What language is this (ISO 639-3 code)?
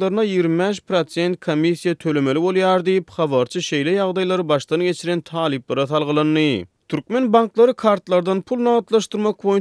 tuk